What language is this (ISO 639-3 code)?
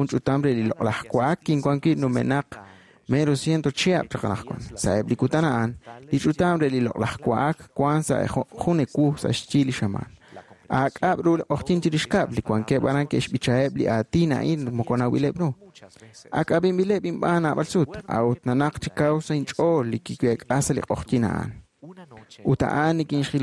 kek